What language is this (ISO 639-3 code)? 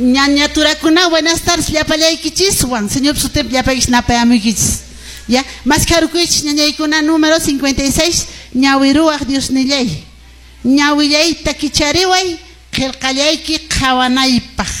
que